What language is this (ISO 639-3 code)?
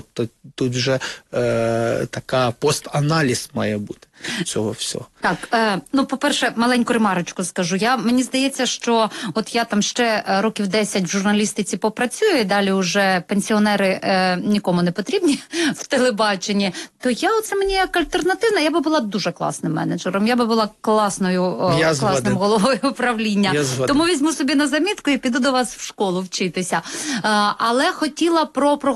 ukr